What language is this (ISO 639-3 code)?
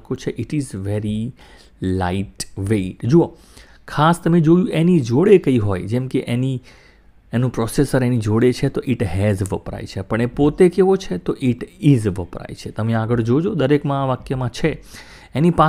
guj